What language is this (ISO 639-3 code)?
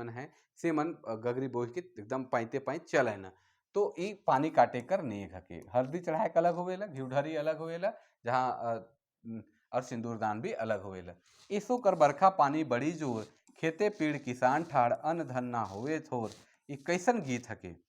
sck